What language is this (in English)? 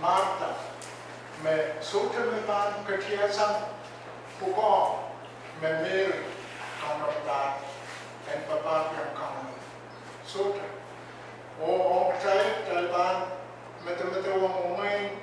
Pohnpeian